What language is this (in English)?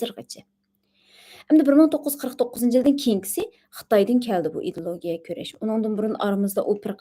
Uyghur